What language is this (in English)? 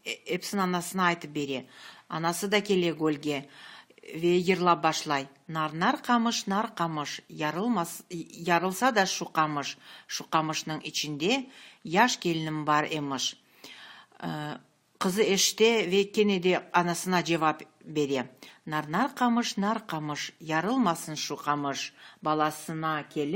Crimean Tatar